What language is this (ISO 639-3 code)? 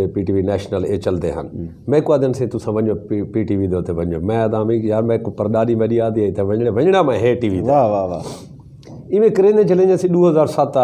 skr